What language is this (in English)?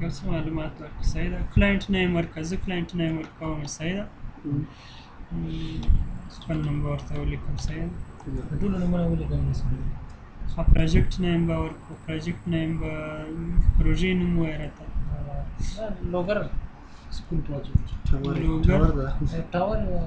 Pashto